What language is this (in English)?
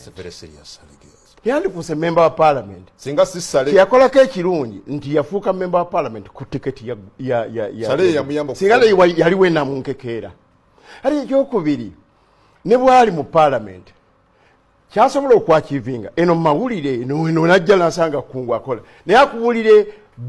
Ganda